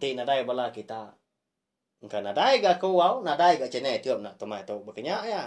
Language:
Iban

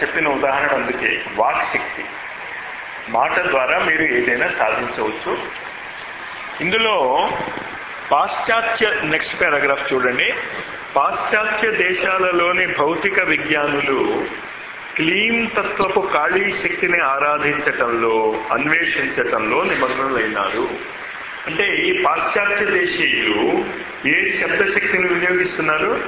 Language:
Telugu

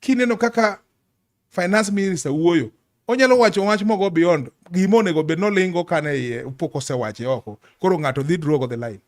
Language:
Luo (Kenya and Tanzania)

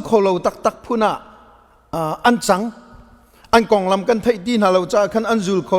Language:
Hakha Chin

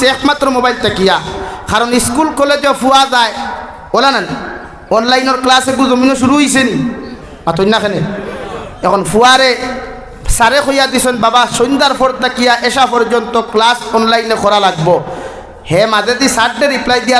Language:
Sylheti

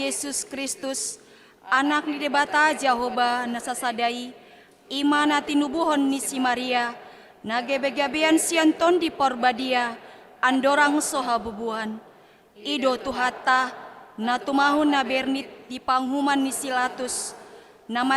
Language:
Batak Toba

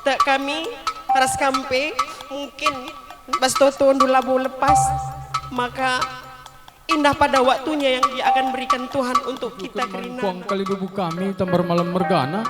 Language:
Batak Karo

